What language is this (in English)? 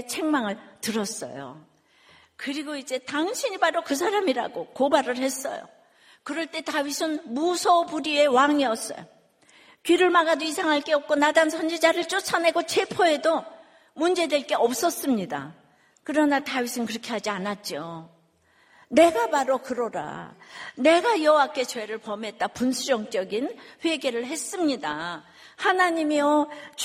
Korean